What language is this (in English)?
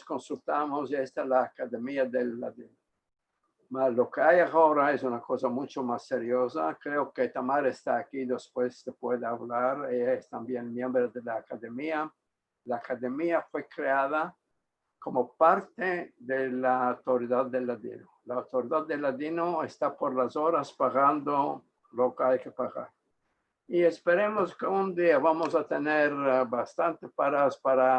Ladino